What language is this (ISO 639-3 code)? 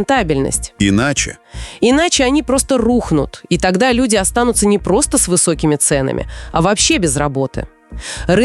rus